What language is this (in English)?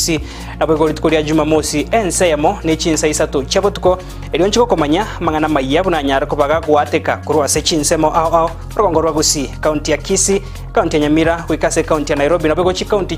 Gusii